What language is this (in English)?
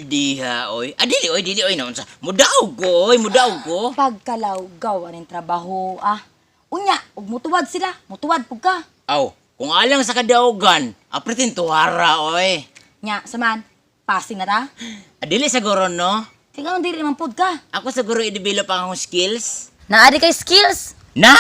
Cebuano